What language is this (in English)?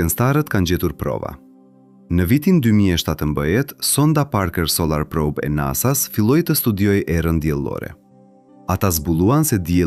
Albanian